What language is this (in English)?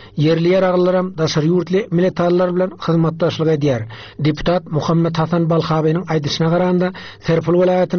Turkmen